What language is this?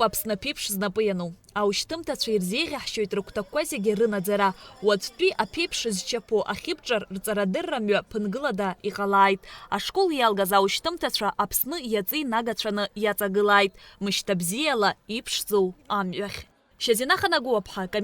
Abkhazian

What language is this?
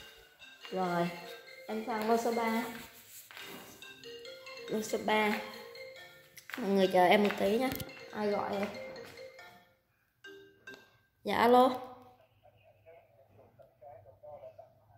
Vietnamese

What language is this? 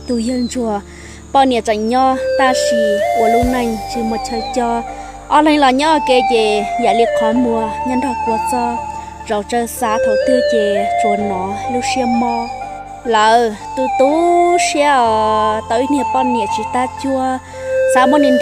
Hmong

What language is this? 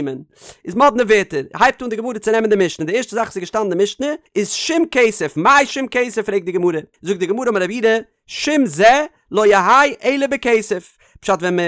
Yiddish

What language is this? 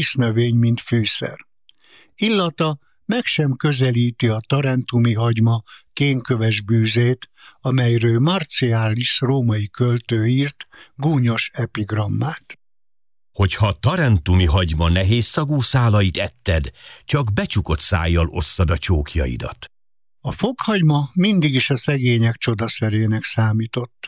Hungarian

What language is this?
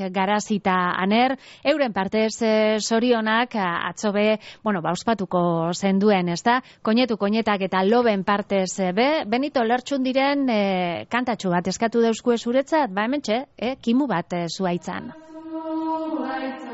Basque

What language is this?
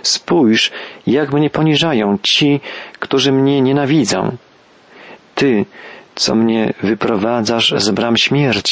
Polish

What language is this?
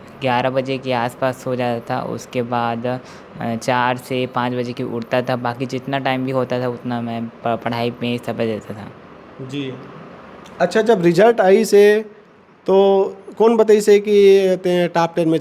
Chhattisgarhi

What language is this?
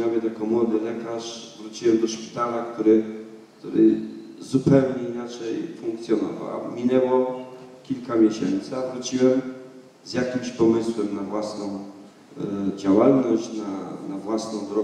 Polish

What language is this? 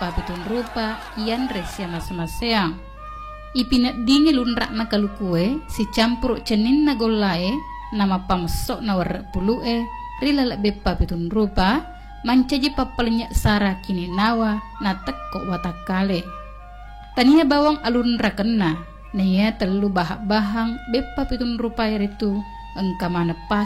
Buginese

